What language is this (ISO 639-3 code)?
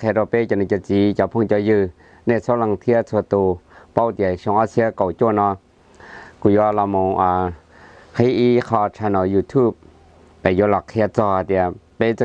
hmn